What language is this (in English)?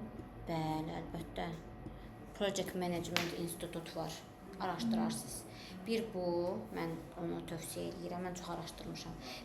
Azerbaijani